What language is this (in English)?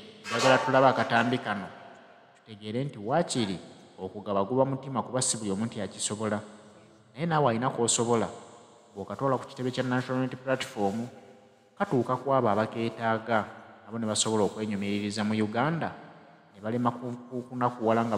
Ganda